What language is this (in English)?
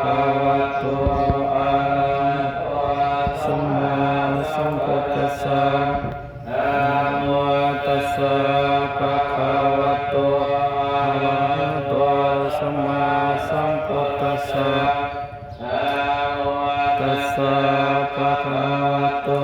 Pali